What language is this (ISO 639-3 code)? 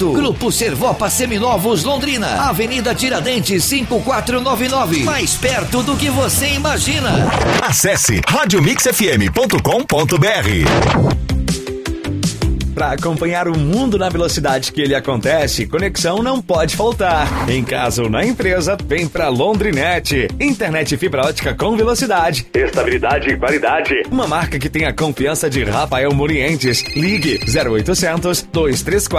por